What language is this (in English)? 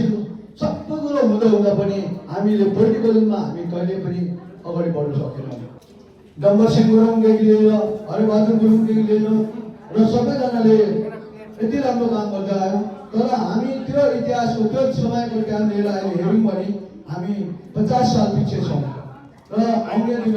Nepali